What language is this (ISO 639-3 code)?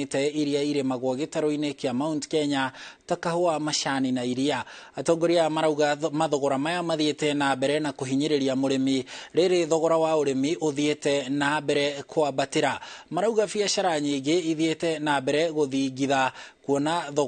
kik